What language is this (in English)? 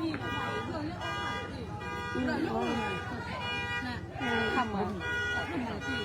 Northeastern Thai